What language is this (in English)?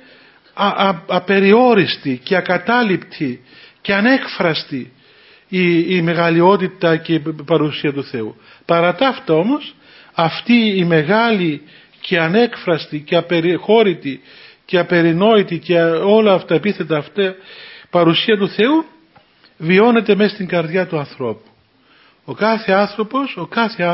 Greek